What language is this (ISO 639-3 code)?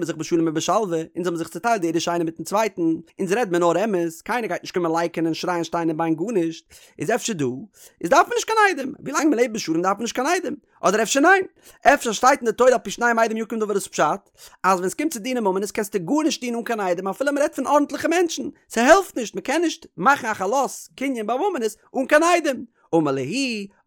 yid